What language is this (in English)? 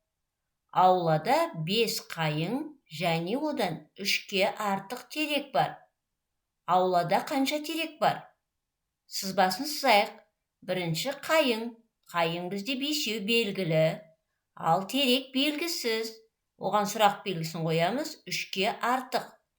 Kazakh